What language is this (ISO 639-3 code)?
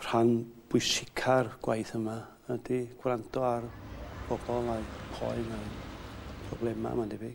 cym